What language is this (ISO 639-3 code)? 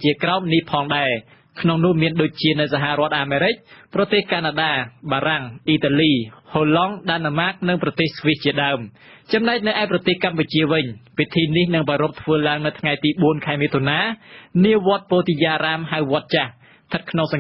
khm